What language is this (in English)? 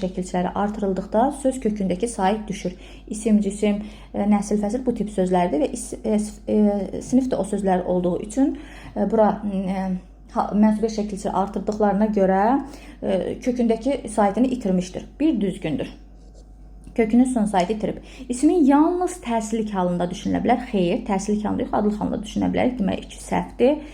Azerbaijani